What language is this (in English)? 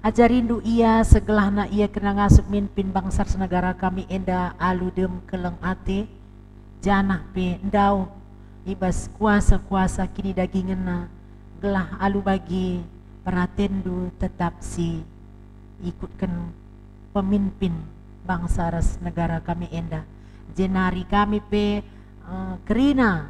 Batak Karo